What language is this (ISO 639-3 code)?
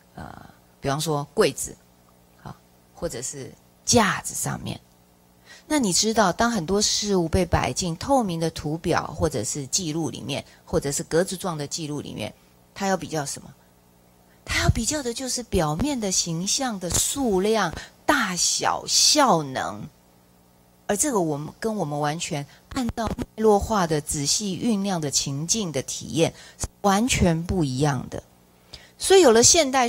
zho